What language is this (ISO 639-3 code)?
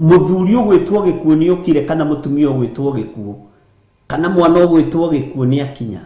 kik